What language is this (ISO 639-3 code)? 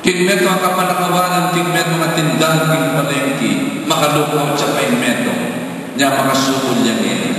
pam